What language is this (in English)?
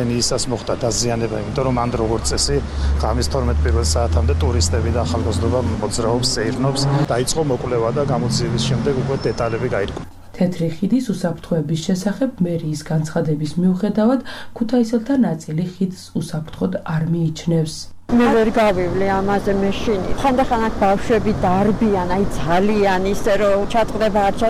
Georgian